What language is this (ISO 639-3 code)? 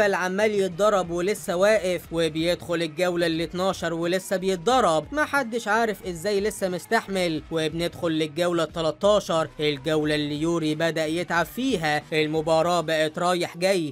arz